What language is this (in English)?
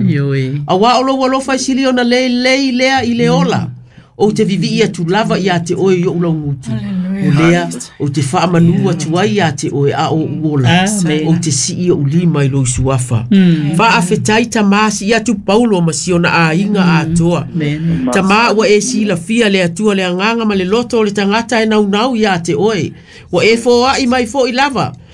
Samoan